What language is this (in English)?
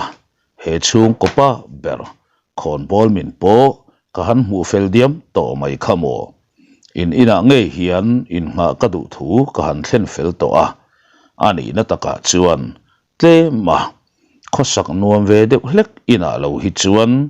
Mizo